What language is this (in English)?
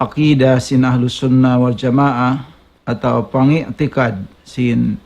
Tausug